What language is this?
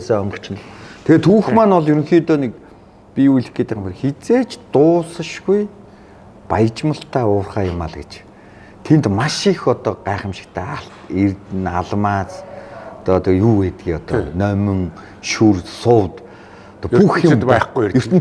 Mongolian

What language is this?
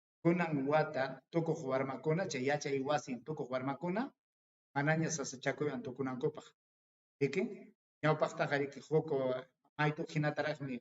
Ayacucho Quechua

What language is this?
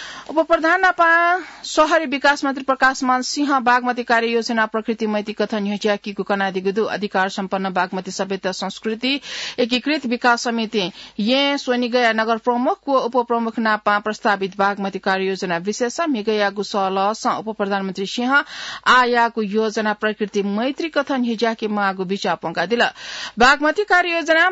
Newari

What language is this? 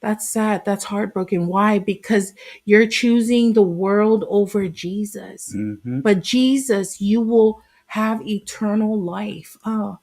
Samoan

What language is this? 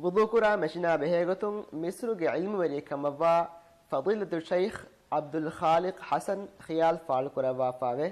Divehi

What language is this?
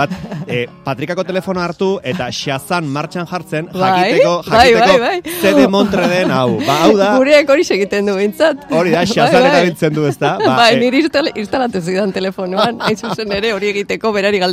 Basque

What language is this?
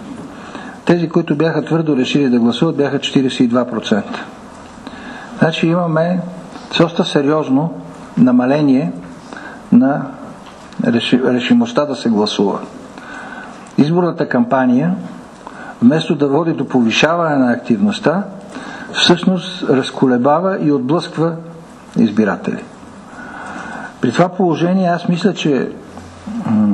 Bulgarian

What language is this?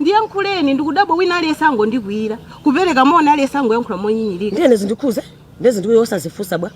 Nyanja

